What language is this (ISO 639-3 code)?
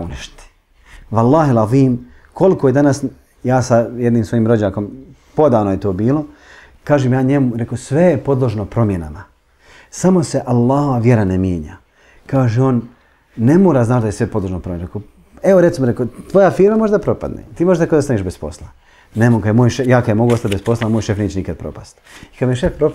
bos